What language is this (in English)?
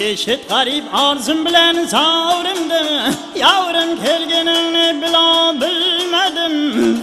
Kara-Kalpak